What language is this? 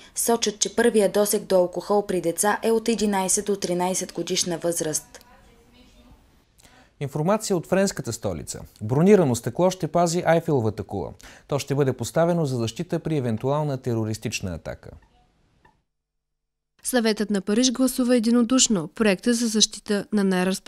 Bulgarian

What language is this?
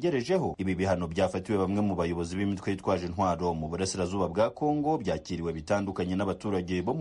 Kinyarwanda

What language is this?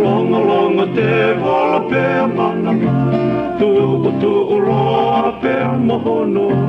Tongan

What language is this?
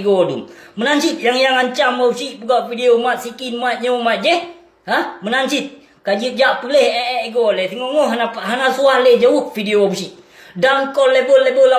Achinese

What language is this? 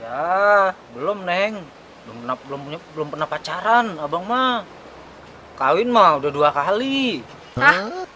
Betawi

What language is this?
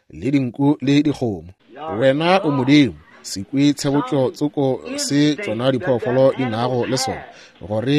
Northern Sotho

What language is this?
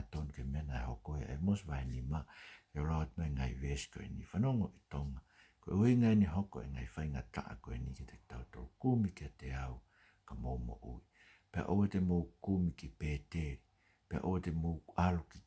Tongan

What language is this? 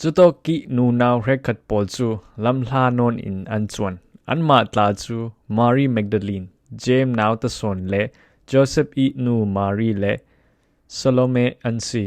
Falam Chin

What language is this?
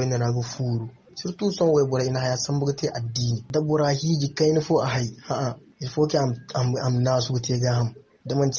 Zarma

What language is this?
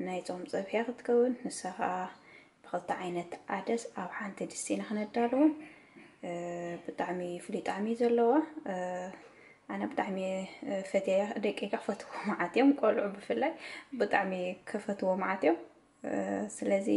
Tigrinya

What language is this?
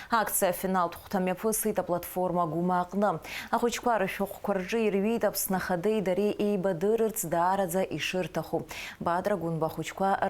Abkhazian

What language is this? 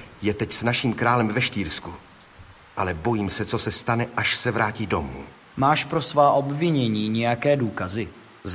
Czech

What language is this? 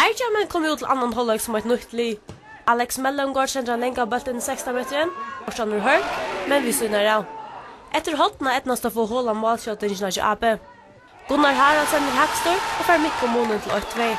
Faroese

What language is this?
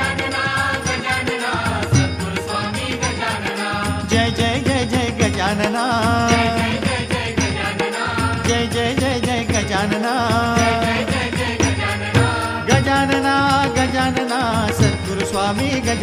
Marathi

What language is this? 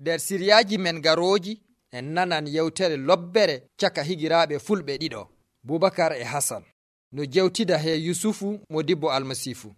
Nigerian Fulfulde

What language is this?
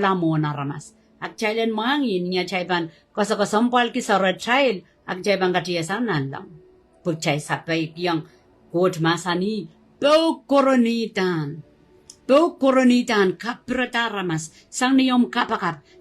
Pohnpeian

